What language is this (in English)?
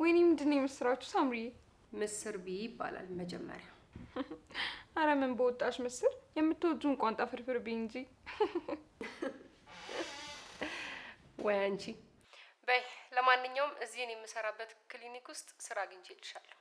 Amharic